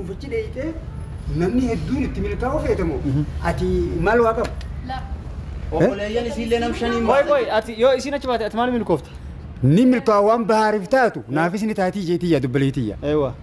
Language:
Oromo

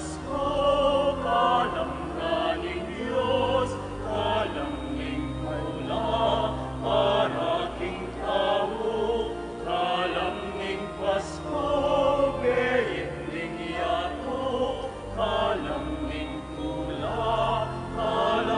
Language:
Pampanga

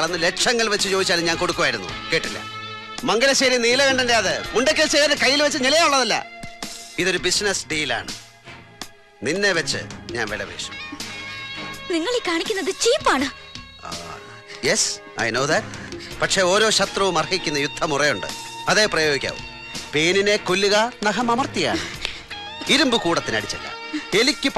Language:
Malayalam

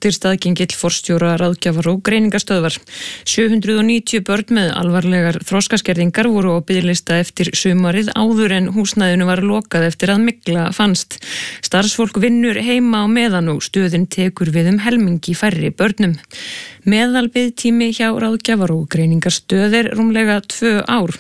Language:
Icelandic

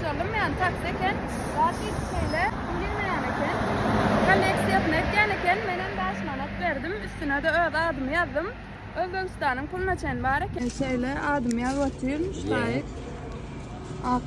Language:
Turkmen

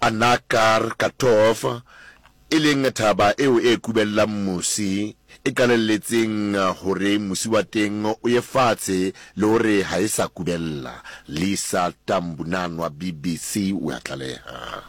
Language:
Southern Sotho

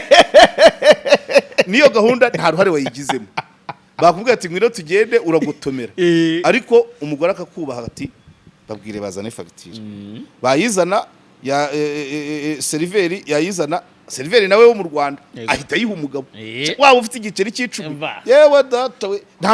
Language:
Kinyarwanda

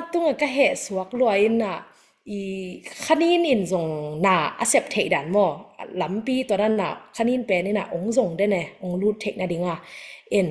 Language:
Tedim Chin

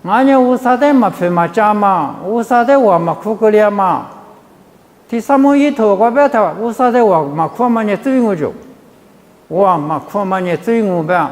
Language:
Lisu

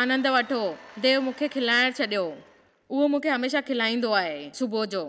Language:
Sindhi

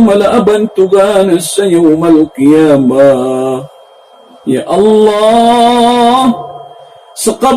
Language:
Maranao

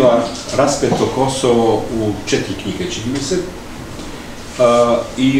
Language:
Serbian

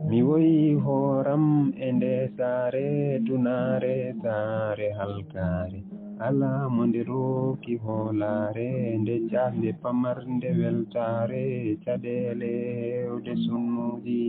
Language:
Fula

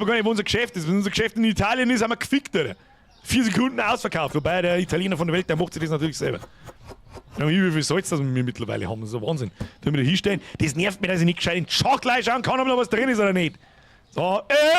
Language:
Bavarian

